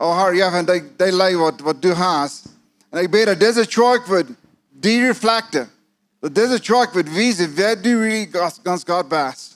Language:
Plautdietsch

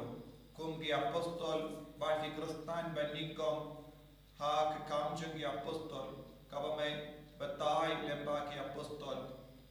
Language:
Khasi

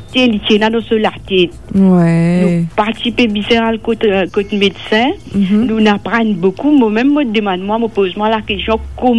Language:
Morisyen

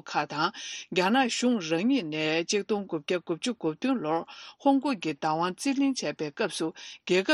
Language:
Tibetan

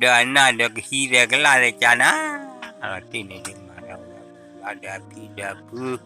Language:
S'gaw Karen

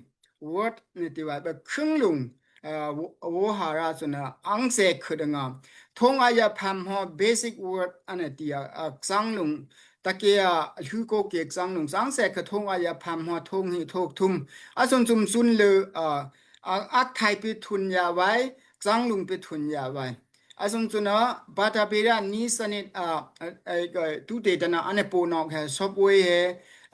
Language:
Daai Chin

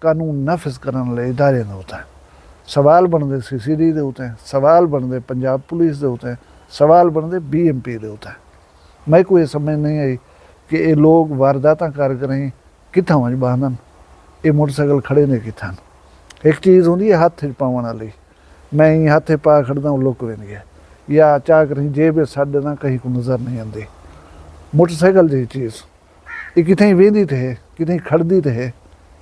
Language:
Saraiki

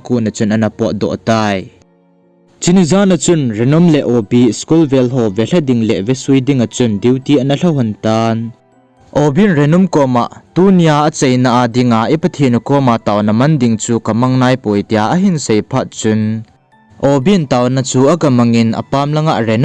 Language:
Thado Chin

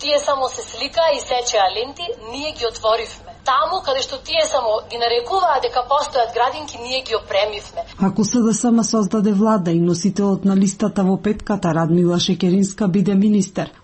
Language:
Macedonian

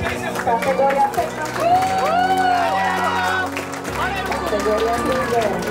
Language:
Slovak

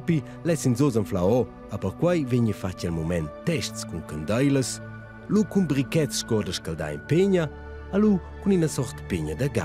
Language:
Romansh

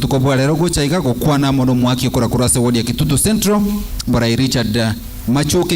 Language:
Gusii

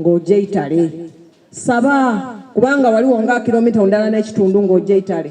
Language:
Soga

